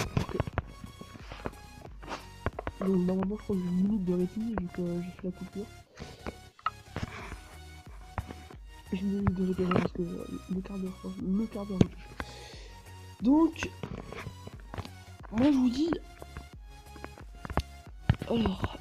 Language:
French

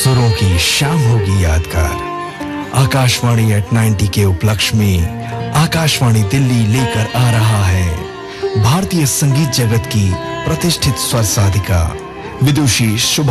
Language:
Hindi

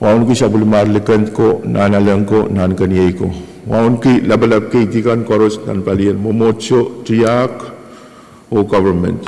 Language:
Pohnpeian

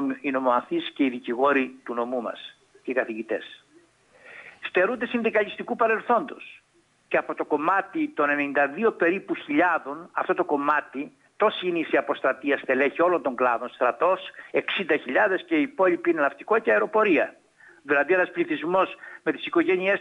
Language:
Greek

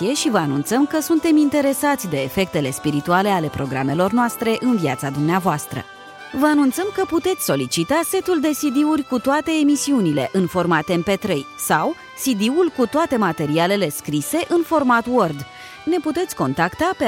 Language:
Romanian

